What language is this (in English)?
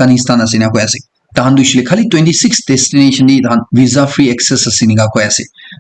Naga Pidgin